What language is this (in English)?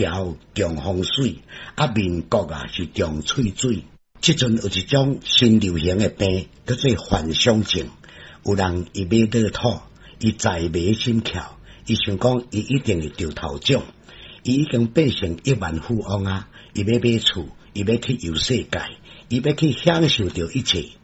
Min Nan Chinese